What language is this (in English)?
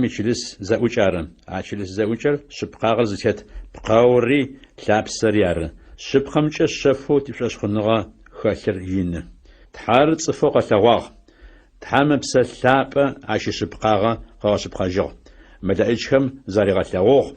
Adyghe